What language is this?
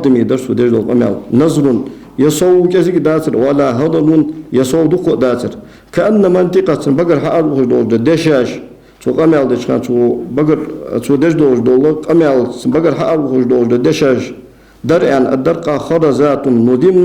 Ingush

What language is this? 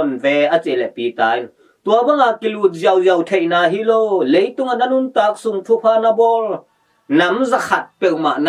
Tedim Chin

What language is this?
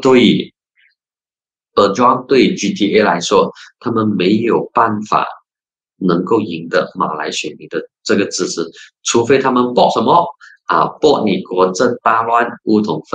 Chinese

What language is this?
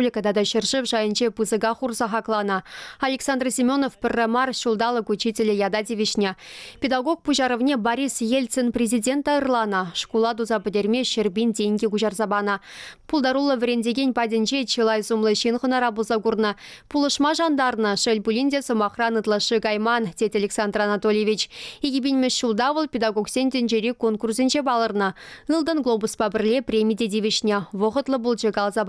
Chuvash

